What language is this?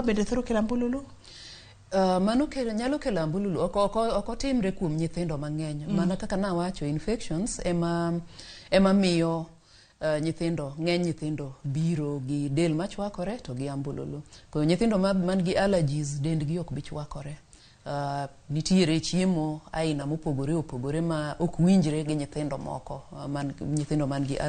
Luo (Kenya and Tanzania)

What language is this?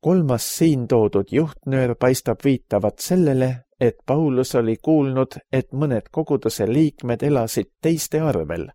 Estonian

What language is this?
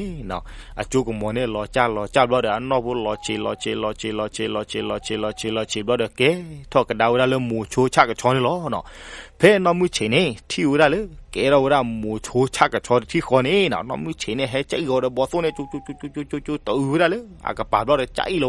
S'gaw Karen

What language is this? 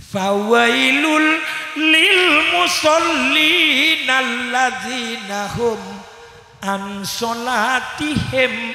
Madurese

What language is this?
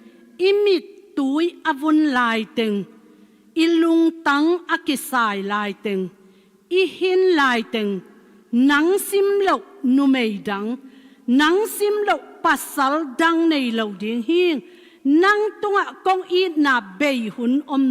Tedim Chin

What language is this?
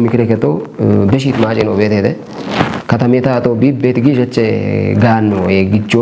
Kafa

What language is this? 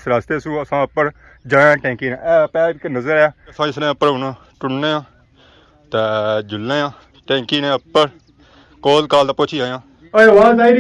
Pahari-Potwari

